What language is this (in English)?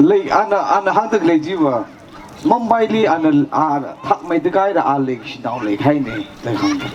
Tangkhul Naga (India)